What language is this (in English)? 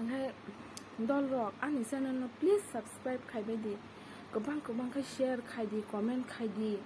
Kok Borok